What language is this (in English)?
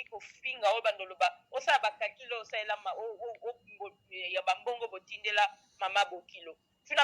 Lingala